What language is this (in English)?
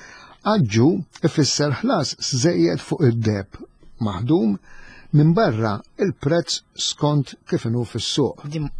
Maltese